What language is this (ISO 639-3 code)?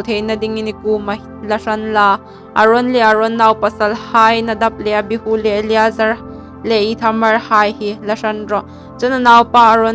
hmr